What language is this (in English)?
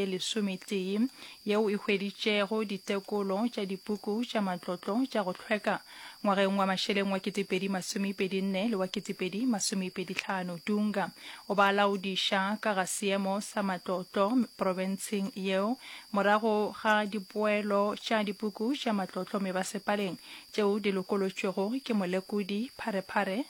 Northern Sotho